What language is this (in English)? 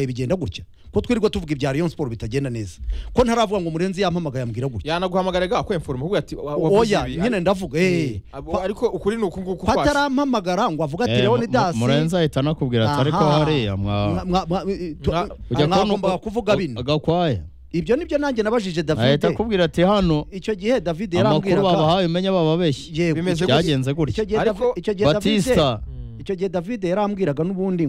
Kinyarwanda